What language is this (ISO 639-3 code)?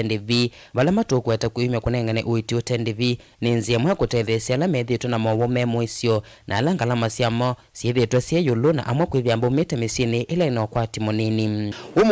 kam